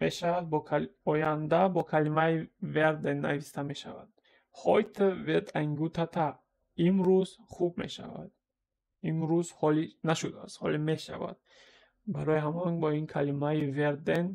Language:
Tajik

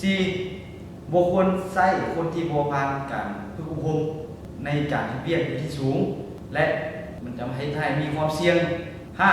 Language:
Lao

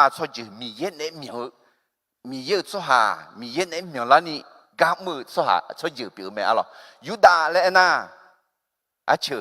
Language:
Akha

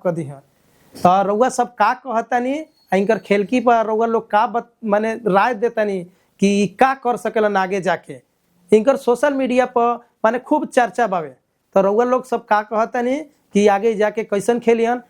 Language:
Bhojpuri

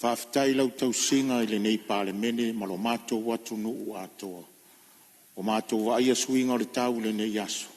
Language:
Samoan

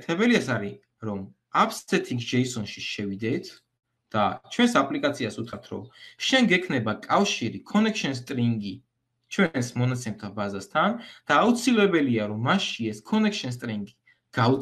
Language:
Georgian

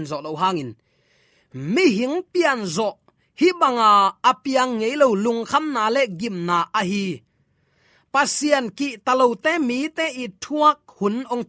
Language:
Tedim Chin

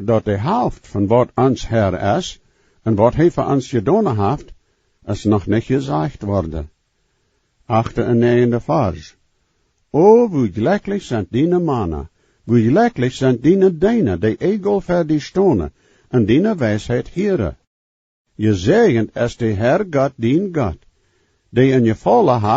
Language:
Plautdietsch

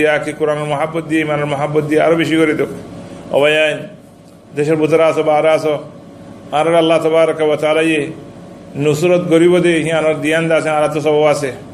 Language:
Rohingya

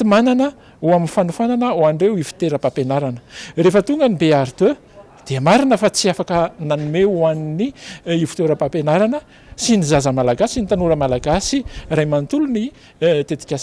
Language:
Malagasy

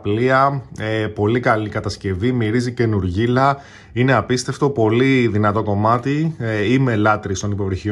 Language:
Greek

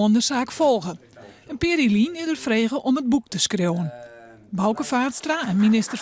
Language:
Western Frisian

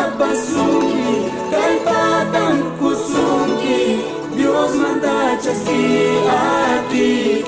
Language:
Ayacucho Quechua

